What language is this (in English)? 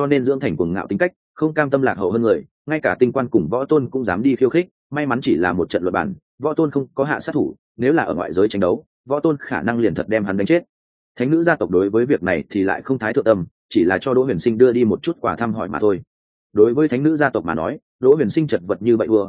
Vietnamese